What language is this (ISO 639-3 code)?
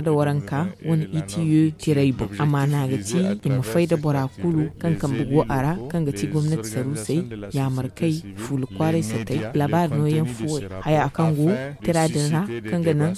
dje